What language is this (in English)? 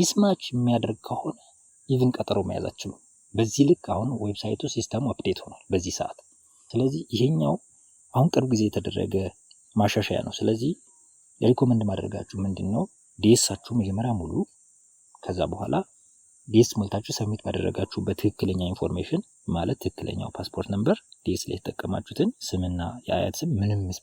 Amharic